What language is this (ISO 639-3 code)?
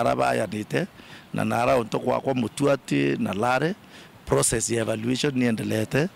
mer